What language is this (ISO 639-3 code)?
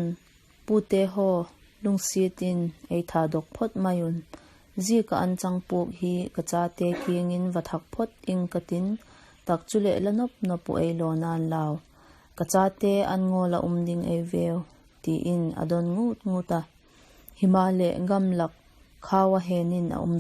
vap